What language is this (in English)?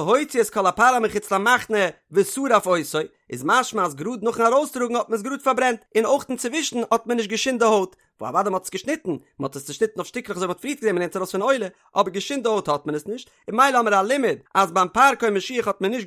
Yiddish